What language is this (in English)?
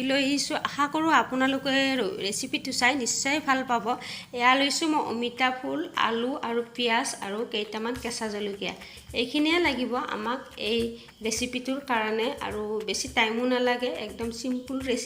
Assamese